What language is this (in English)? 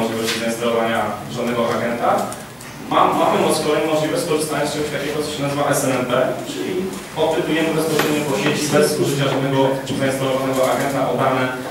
Polish